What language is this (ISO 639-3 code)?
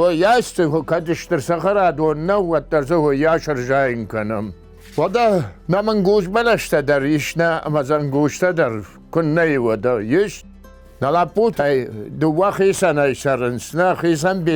oss